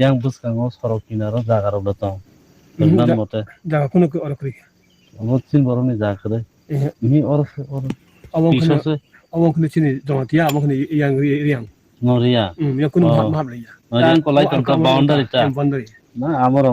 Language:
Kok Borok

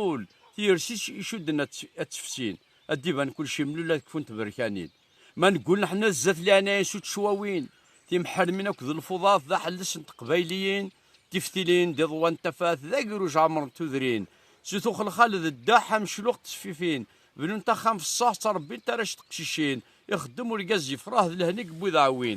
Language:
Kabyle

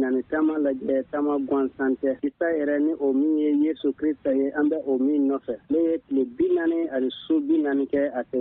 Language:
Bambara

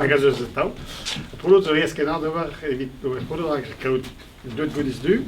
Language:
Breton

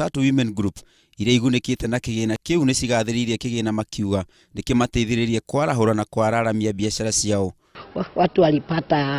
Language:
Kikuyu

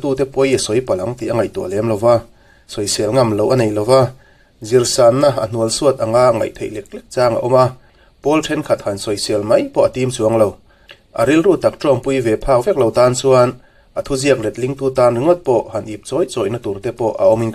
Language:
Mizo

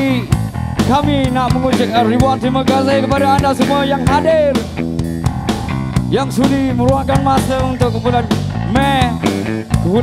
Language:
Malay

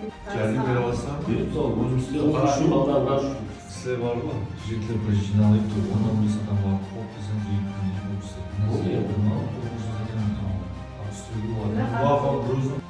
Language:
Kara-Kalpak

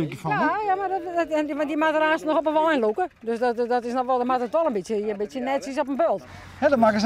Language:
Western Frisian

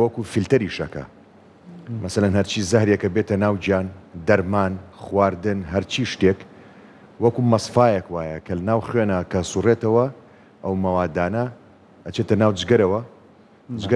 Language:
Central Kurdish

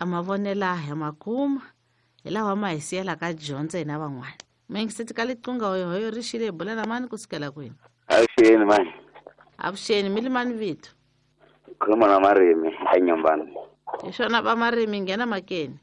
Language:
Tsonga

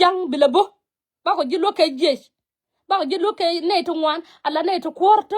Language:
Nuer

